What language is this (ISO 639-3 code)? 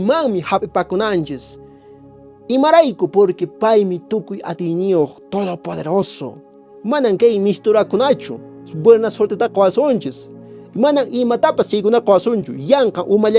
que